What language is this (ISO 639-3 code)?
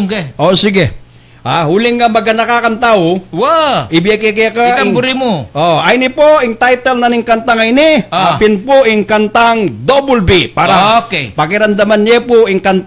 pam